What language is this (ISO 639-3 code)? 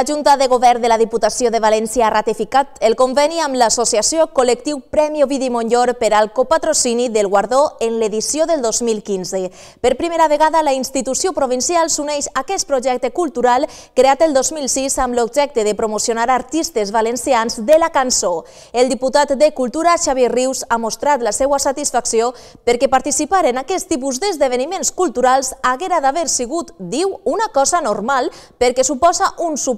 cat